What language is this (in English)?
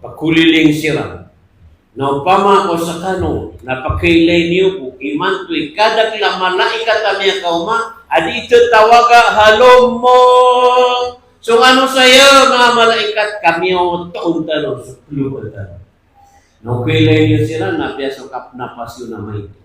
Maranao